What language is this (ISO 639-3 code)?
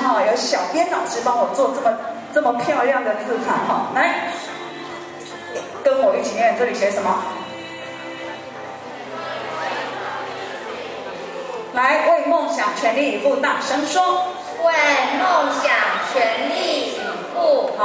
zho